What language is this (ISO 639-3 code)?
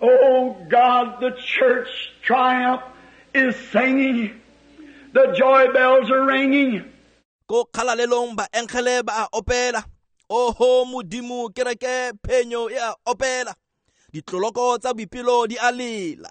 tsn